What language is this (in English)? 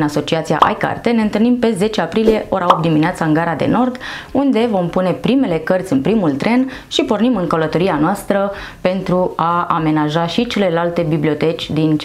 Romanian